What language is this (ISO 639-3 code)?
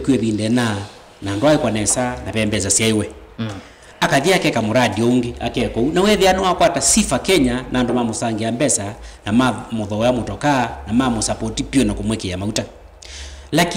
kam